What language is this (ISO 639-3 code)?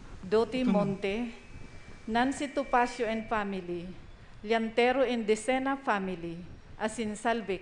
bik